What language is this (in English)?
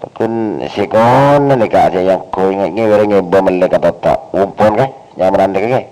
Madurese